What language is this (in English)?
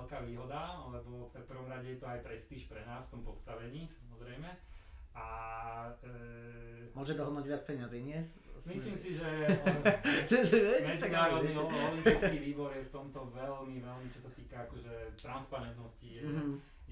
Slovak